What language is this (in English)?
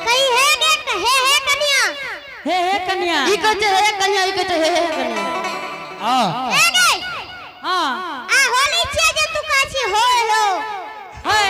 Angika